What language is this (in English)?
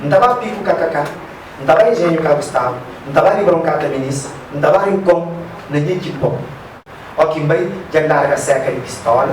Kabuverdianu